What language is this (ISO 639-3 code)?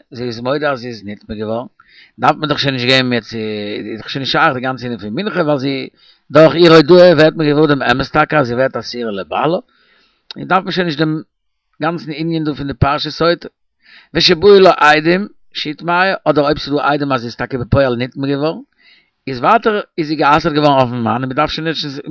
yid